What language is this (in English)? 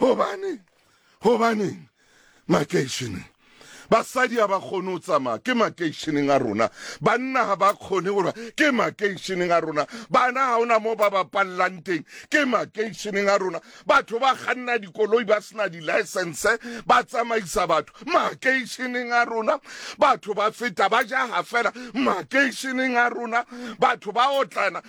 Southern Sotho